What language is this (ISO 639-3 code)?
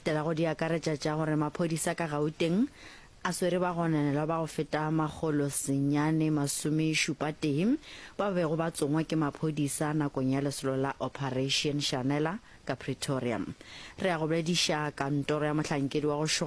nso